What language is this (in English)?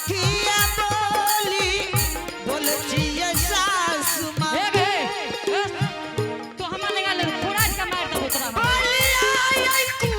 Angika